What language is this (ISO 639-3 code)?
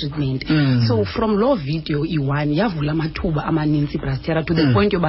xho